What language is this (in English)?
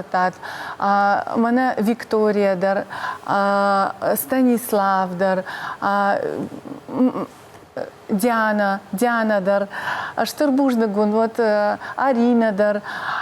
Ossetic